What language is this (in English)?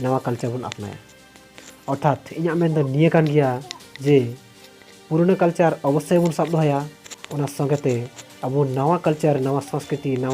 Santali